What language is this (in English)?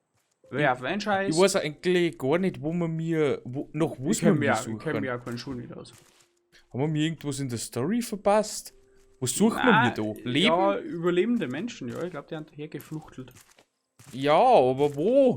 Bavarian